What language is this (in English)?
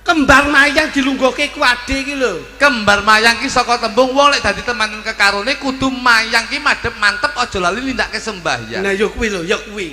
Javanese